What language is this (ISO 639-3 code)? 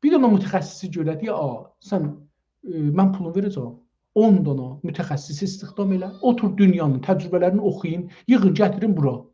azb